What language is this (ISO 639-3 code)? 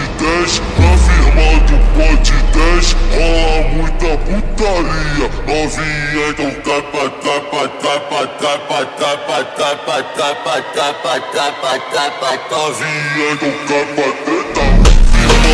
por